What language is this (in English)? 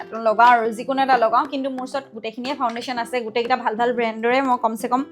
Assamese